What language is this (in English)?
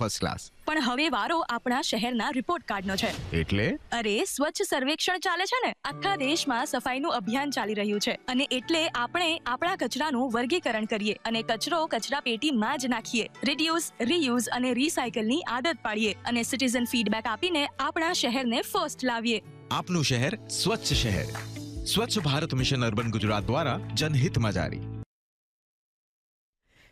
Gujarati